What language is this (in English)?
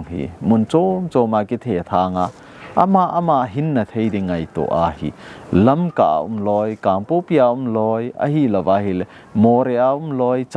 Thado Chin